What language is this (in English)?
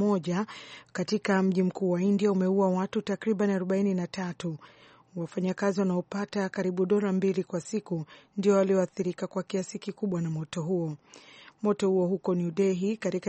Swahili